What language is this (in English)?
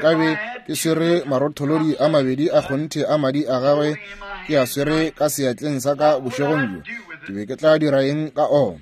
Northern Sotho